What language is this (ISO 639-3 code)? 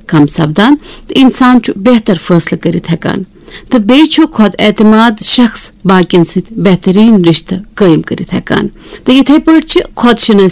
kas